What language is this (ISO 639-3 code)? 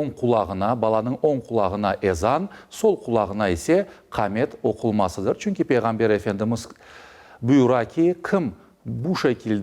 crh